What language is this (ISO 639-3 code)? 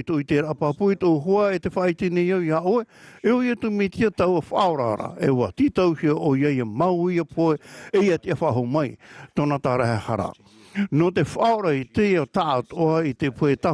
tah